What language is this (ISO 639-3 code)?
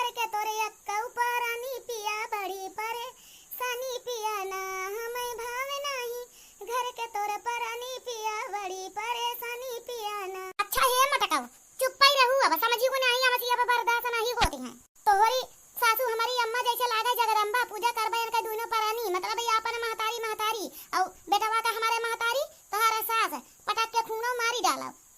awa